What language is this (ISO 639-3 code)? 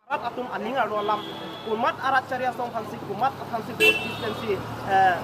mjw